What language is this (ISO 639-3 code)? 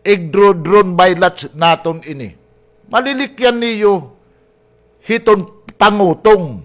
war